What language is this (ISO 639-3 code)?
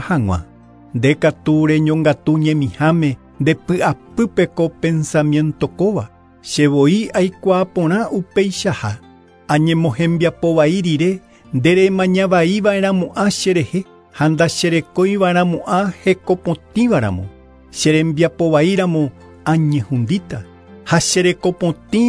grn